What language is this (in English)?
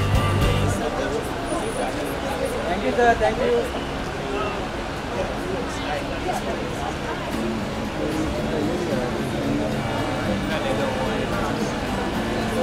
Hindi